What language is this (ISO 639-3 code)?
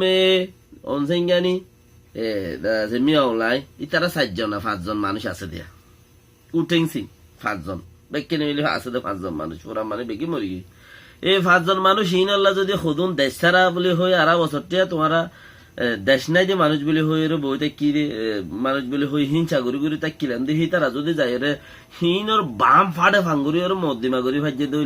rhg